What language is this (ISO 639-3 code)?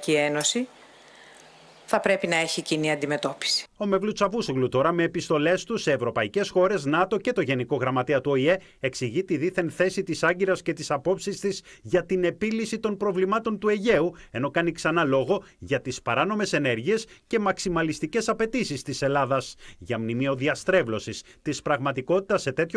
ell